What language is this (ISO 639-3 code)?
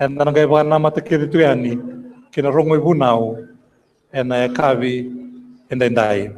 fij